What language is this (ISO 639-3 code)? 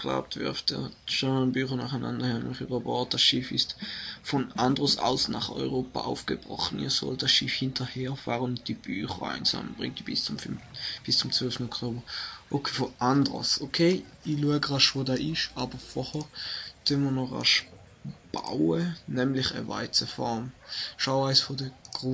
gsw